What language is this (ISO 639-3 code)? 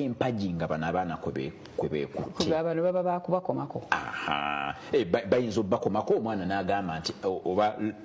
lug